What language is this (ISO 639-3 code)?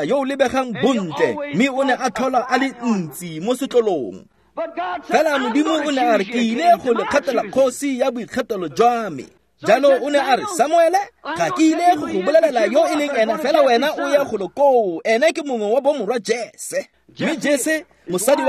tsn